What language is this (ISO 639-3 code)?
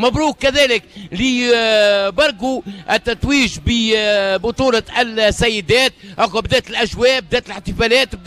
aeb